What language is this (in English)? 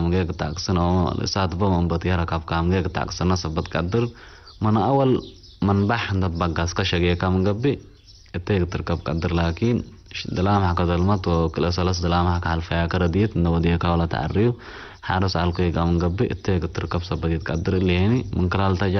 Tigre